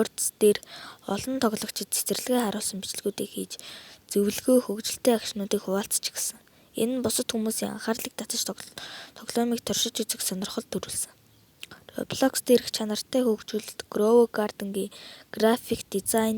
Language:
Mongolian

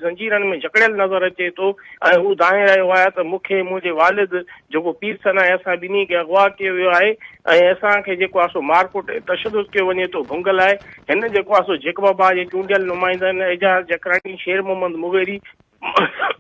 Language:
Sindhi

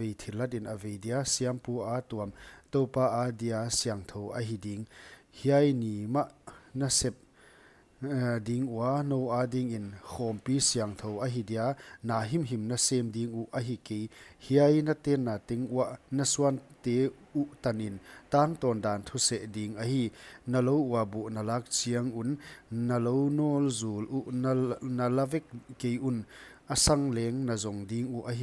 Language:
Paite Chin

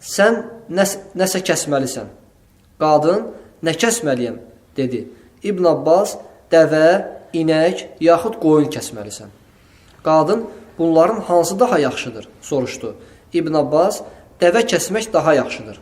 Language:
Azerbaijani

